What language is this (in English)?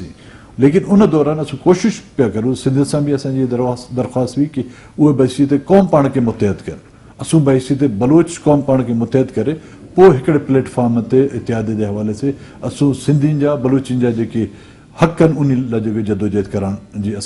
Sindhi